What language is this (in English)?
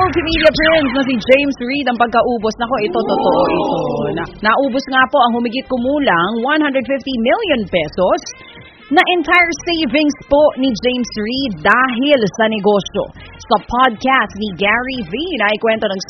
Filipino